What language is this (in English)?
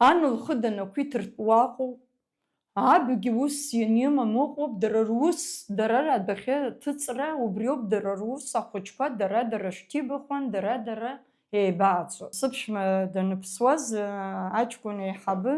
Abkhazian